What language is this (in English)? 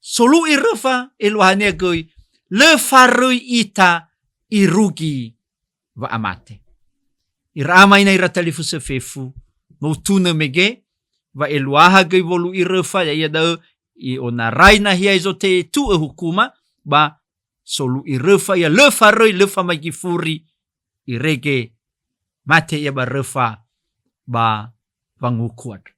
Nias